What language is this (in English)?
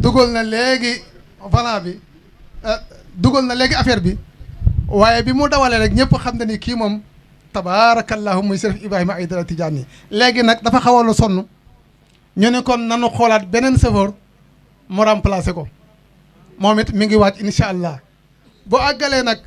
Wolof